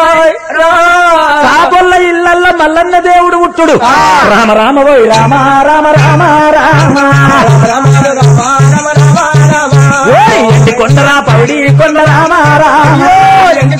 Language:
Telugu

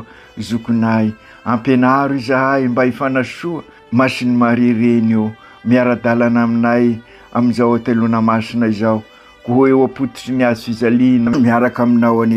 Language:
Malagasy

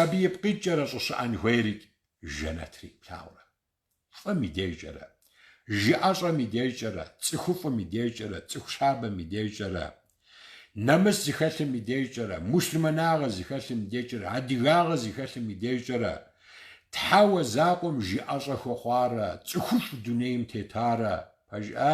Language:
Kabardian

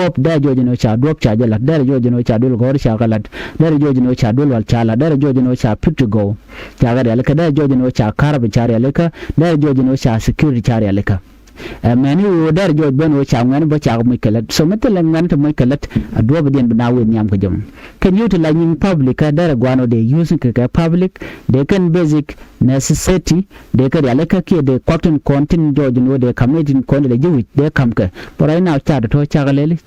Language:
Nuer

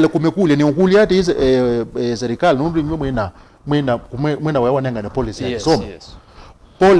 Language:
Kamba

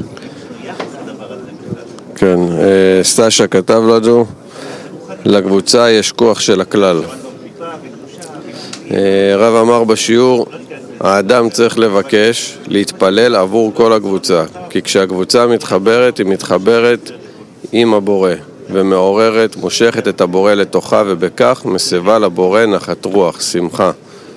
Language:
Hebrew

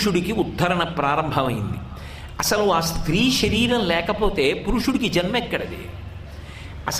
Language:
Telugu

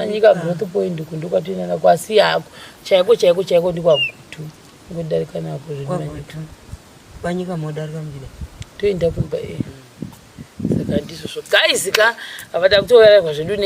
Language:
Shona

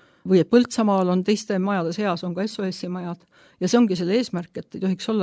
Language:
Estonian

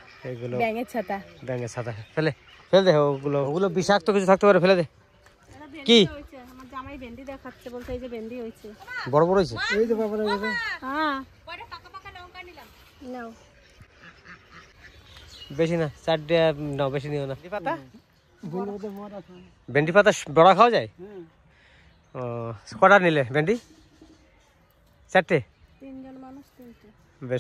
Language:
Bangla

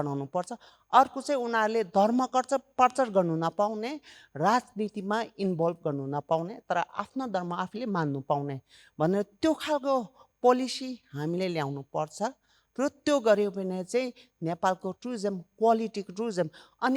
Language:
Nepali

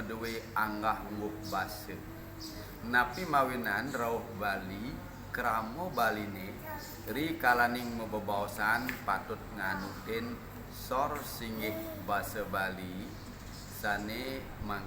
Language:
Balinese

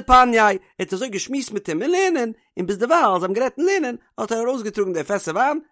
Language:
Yiddish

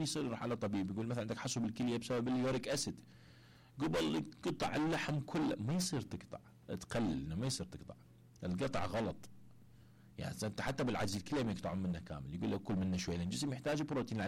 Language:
Mesopotamian Arabic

